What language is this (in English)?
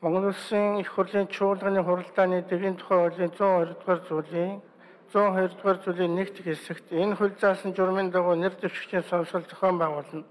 Mongolian